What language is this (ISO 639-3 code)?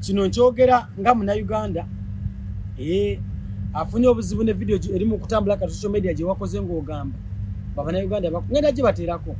lug